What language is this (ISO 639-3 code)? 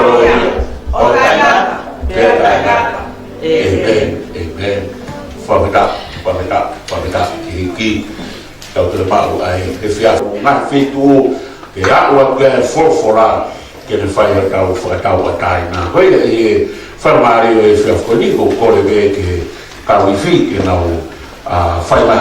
ton